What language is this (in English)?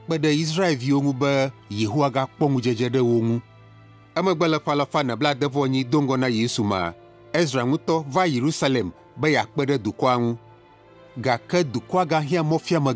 Ewe